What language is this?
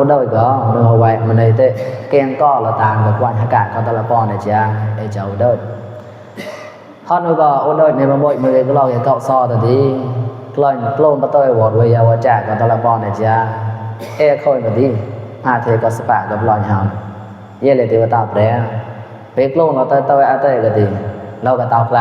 Mon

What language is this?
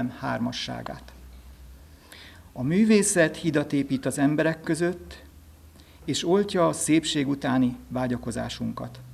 Hungarian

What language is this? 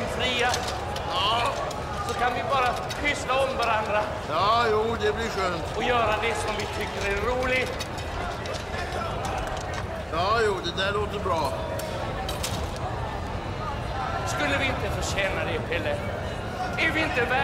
Swedish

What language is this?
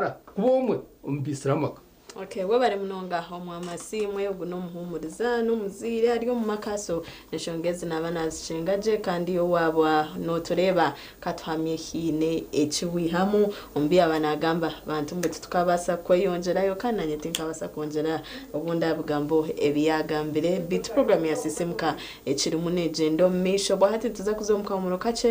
Nyankole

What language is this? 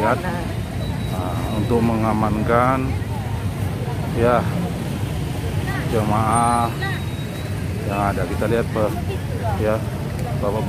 Indonesian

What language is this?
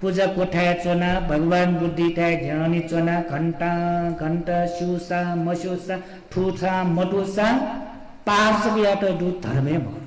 Newari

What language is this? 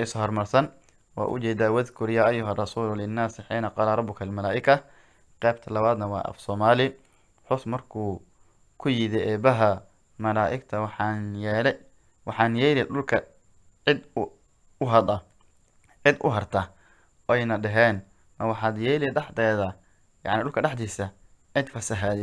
Somali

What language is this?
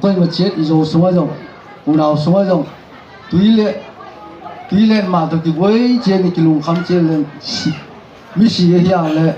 Tedim Chin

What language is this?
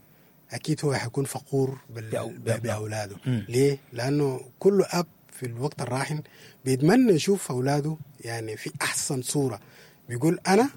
Sudanese Arabic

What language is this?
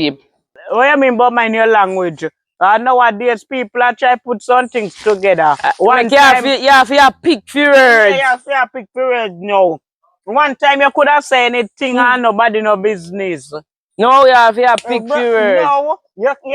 Jamaican Creole English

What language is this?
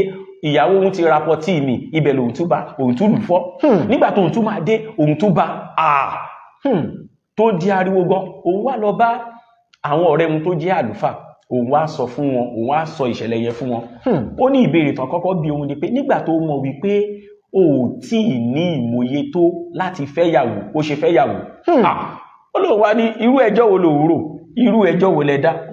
Yoruba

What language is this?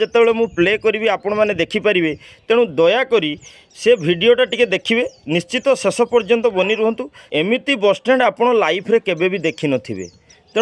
Odia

